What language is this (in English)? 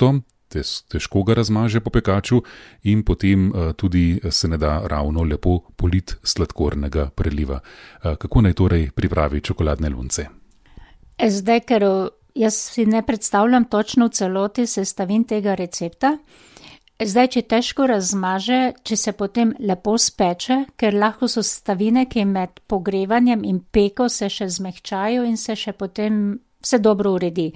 Slovenian